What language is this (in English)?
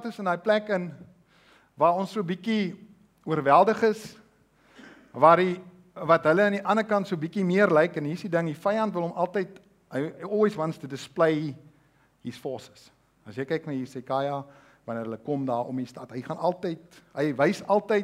Afrikaans